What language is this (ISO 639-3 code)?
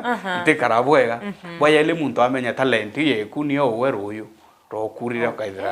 mer